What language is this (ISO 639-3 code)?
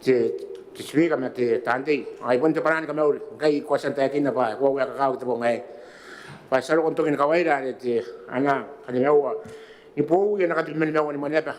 gil